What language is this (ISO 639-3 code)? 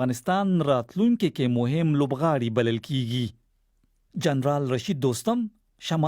pus